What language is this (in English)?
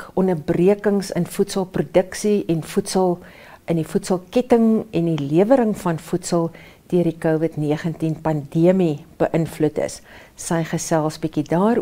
Afrikaans